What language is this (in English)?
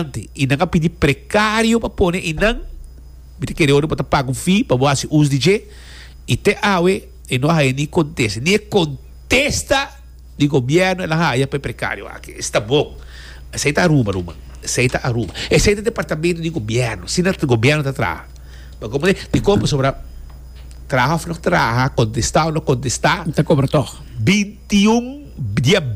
Papiamento